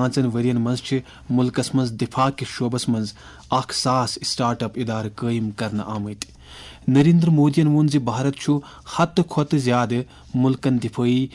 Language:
Kashmiri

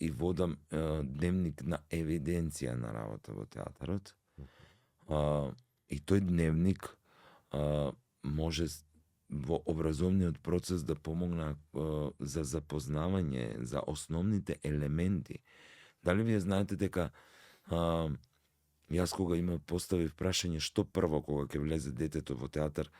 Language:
Macedonian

